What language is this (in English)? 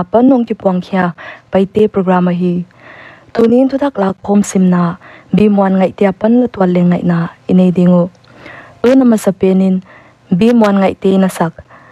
Paite Chin